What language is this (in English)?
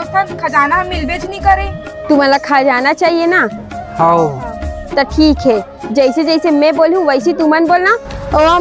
Chhattisgarhi